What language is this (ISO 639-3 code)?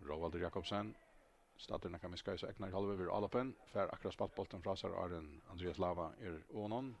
fao